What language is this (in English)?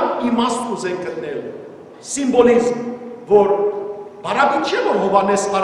Western Armenian